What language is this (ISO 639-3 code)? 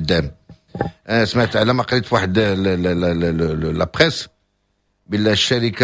ary